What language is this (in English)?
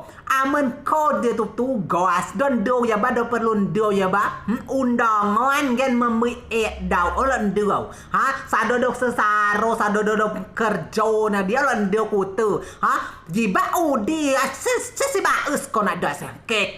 Rejang